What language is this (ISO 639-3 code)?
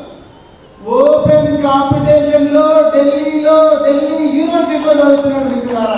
tel